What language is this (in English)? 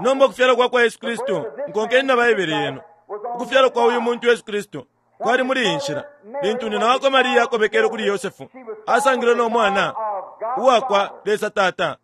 Bemba